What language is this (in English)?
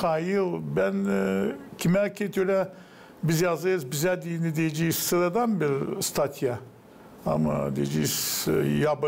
Gagauz